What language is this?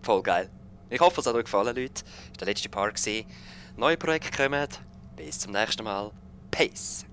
Swiss German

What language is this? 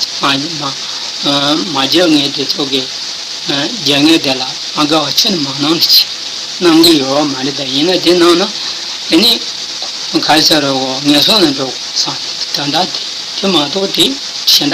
Tibetan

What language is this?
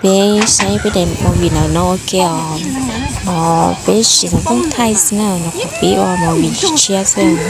Hmong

